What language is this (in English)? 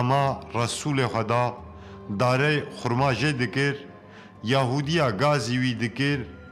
Kurdish